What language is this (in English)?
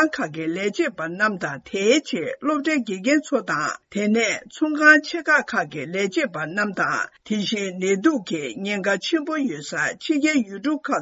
Tibetan